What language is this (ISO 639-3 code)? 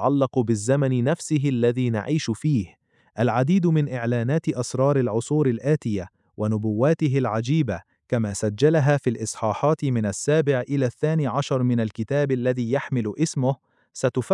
ara